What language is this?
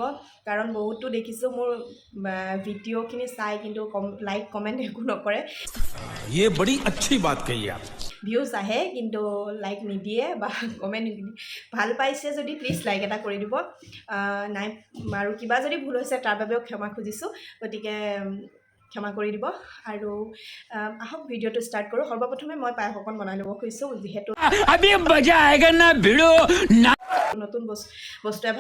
Assamese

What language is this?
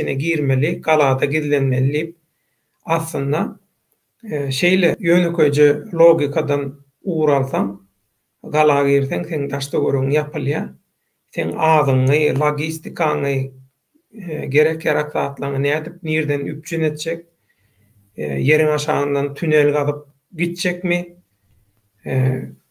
Turkmen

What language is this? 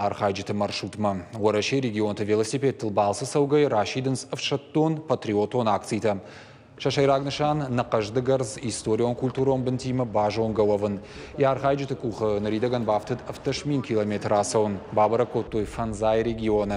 Ossetic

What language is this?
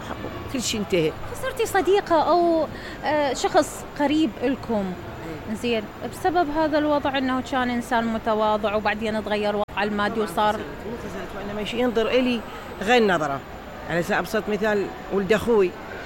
Mesopotamian Arabic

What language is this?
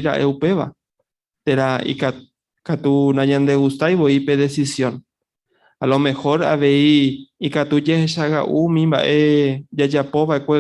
Guarani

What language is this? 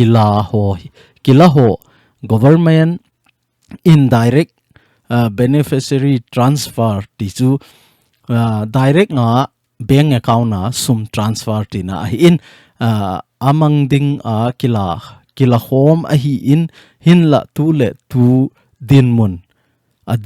Thado Chin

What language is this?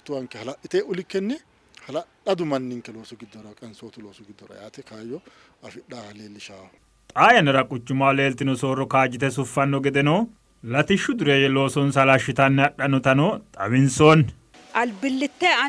Sidamo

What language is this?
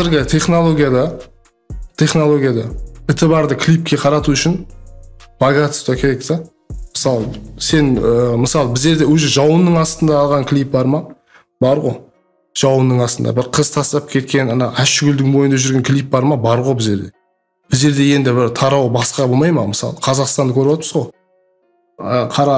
Kara-Kalpak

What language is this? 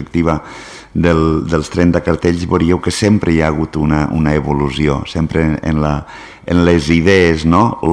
Catalan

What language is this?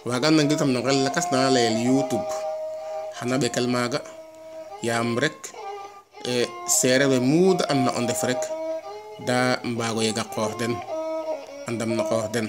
Serer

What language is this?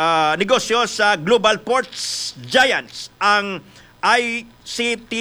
Hiligaynon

